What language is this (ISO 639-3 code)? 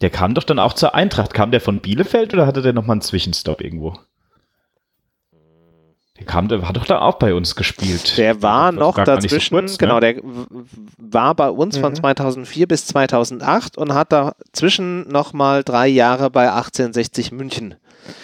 deu